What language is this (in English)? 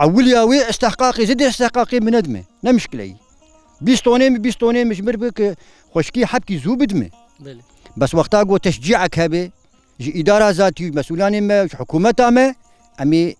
Kurdish